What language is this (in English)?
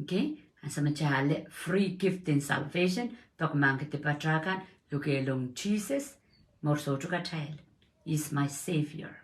Pohnpeian